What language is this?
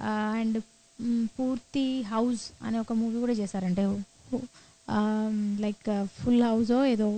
Telugu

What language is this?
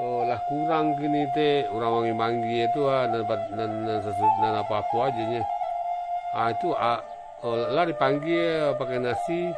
Minangkabau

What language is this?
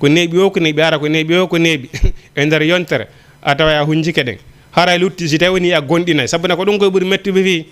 Fula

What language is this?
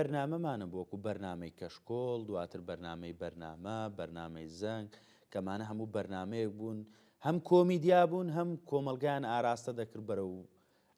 Central Kurdish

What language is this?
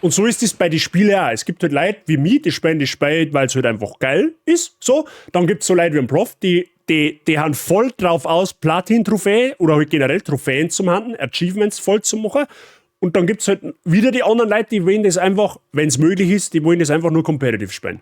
Bavarian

